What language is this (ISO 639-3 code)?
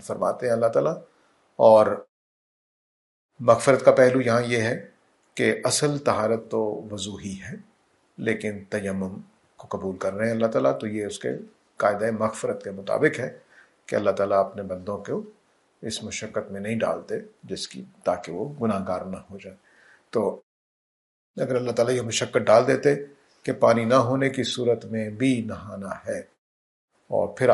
urd